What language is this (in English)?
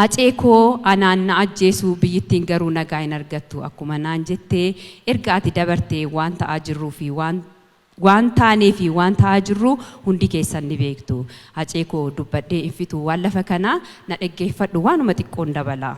Oromo